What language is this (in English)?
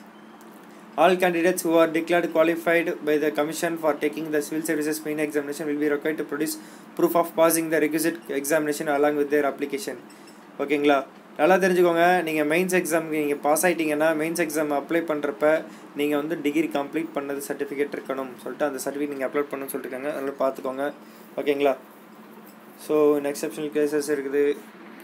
Tamil